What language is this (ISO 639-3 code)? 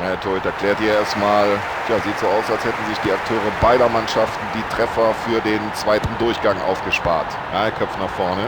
bar